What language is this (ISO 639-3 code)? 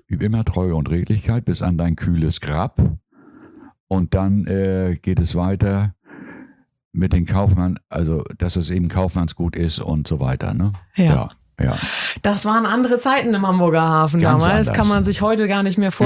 deu